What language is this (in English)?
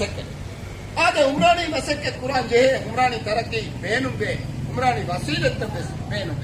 Divehi